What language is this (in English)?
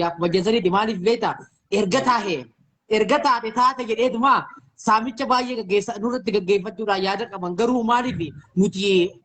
Oromo